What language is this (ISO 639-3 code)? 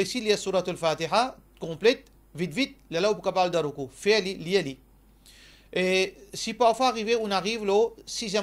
mfe